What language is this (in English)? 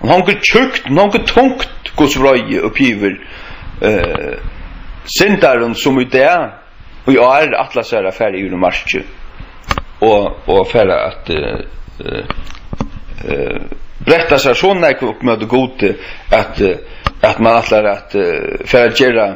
Faroese